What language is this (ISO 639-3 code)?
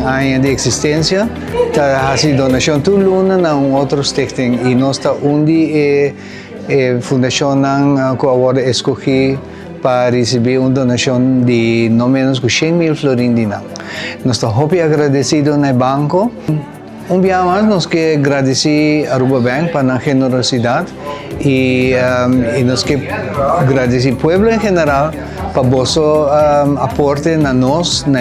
pap